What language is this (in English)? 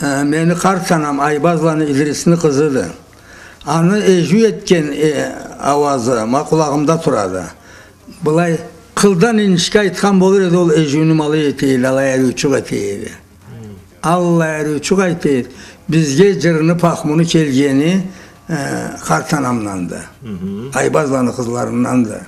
Karachay-Balkar